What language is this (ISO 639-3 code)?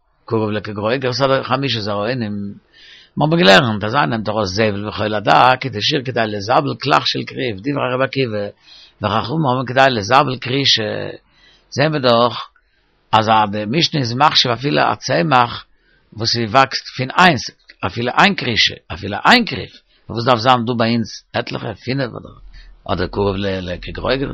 yid